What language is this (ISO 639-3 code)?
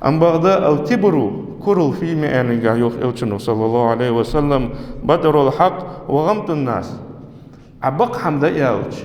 inh